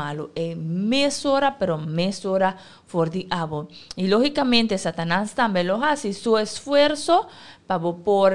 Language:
Papiamento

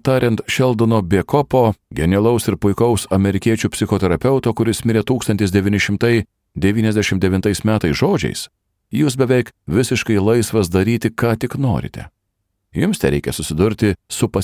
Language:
Lithuanian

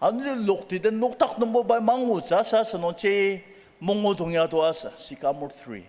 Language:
Ao Naga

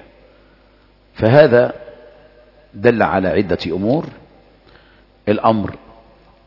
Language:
Arabic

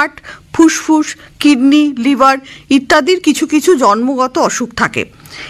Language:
Bangla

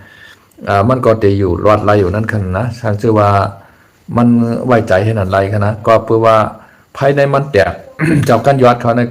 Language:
Shan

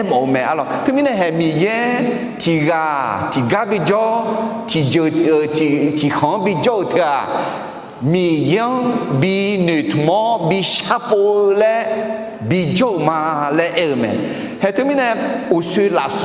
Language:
Akha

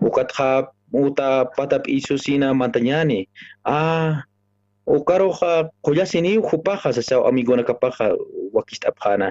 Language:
Aymara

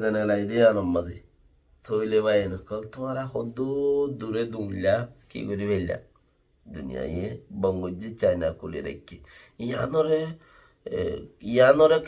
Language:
Rohingya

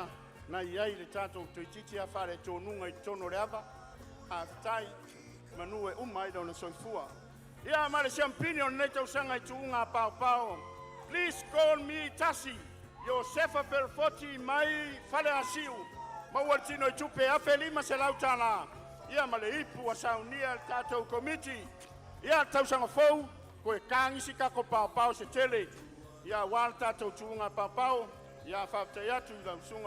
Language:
Samoan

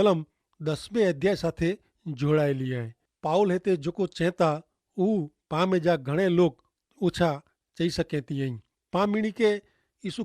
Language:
Kachhi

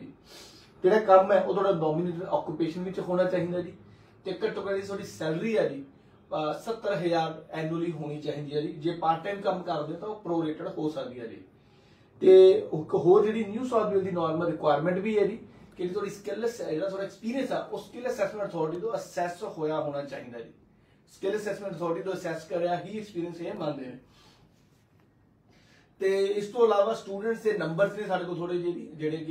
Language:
Punjabi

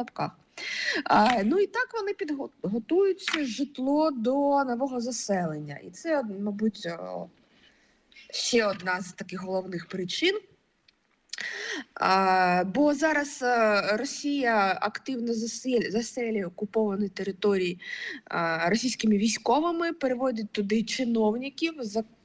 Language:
Ukrainian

